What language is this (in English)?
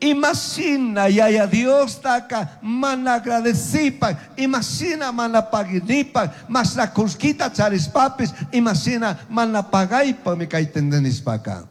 Chimborazo Highland Quichua